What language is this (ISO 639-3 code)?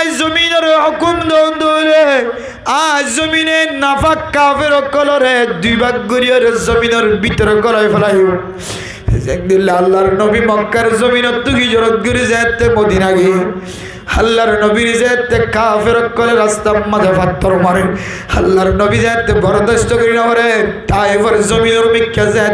rhg